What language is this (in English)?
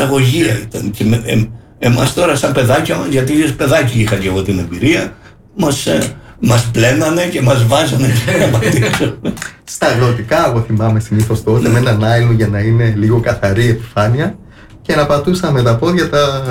Greek